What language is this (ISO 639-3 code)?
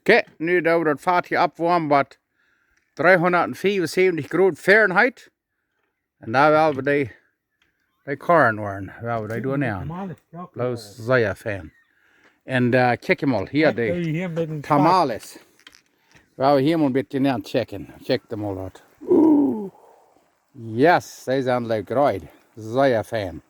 pdt